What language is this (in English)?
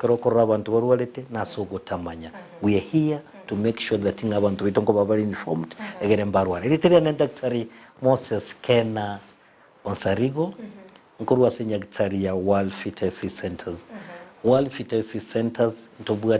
Gusii